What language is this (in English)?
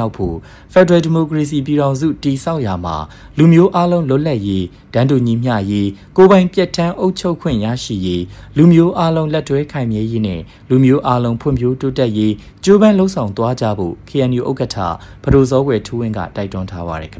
Burmese